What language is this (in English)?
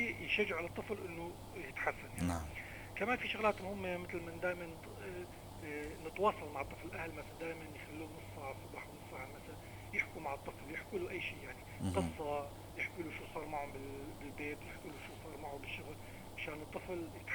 North Levantine Arabic